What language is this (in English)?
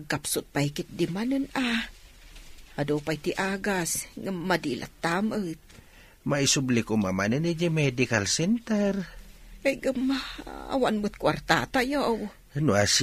Iloko